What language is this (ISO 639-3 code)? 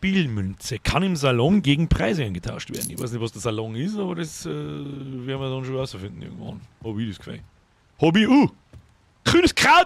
bar